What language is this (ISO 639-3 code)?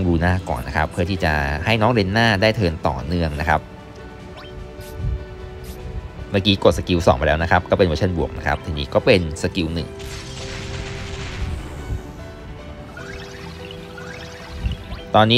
tha